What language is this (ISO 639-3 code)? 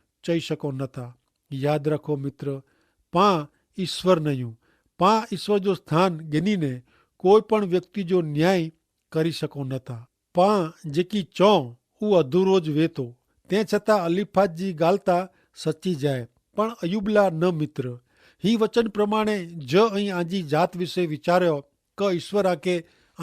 kfr